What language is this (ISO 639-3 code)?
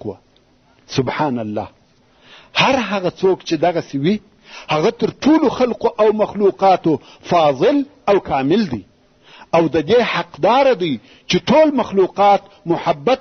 pus